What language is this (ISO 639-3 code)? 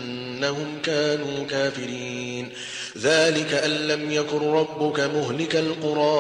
ara